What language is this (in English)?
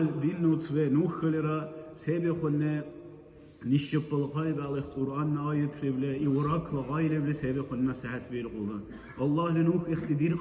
Dargwa